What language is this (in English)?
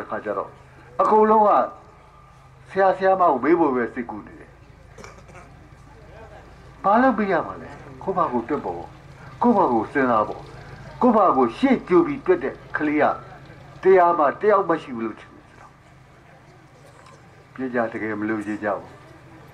Burmese